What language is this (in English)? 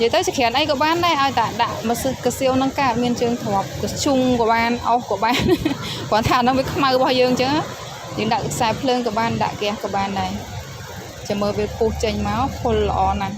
Khmer